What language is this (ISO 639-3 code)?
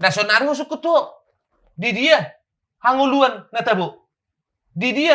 bbc